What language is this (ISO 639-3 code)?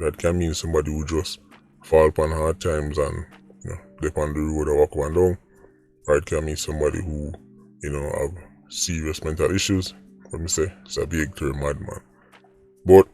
jam